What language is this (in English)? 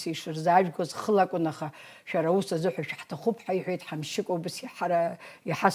Abkhazian